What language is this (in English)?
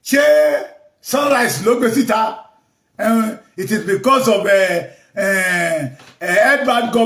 Yoruba